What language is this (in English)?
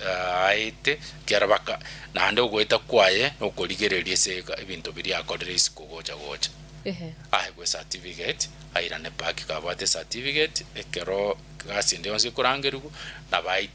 Gusii